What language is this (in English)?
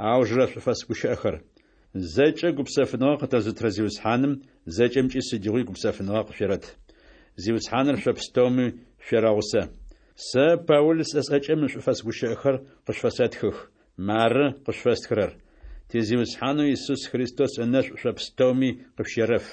Adyghe